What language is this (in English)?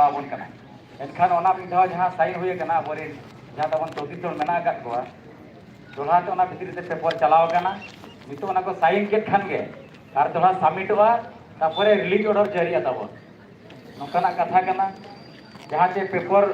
Santali